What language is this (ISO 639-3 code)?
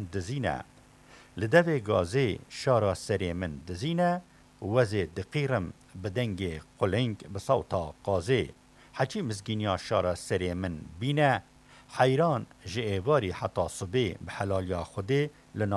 kur